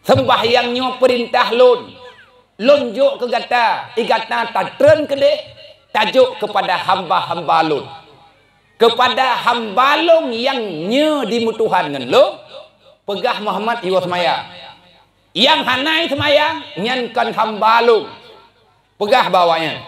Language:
Achinese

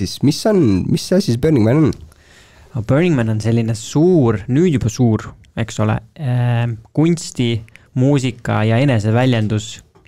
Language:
Estonian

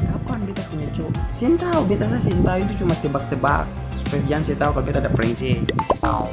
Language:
Ambonese Malay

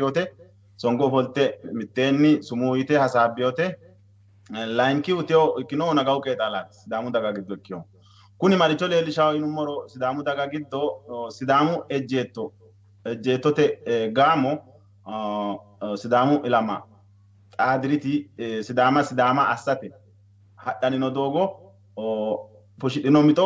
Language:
Sidamo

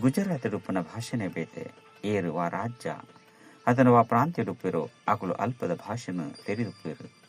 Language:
Tulu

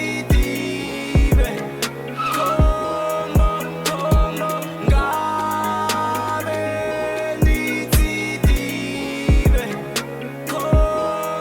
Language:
Venda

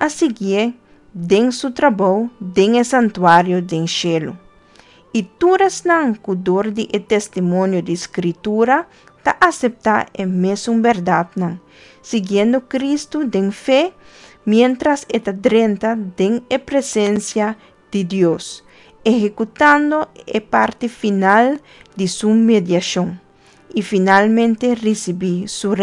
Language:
Papiamento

